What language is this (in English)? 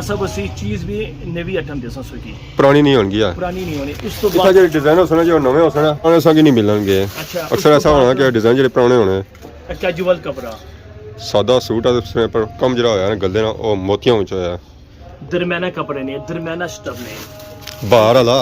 Pahari-Potwari